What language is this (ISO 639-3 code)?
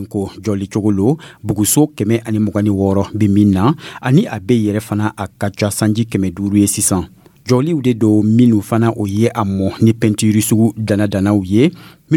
dyu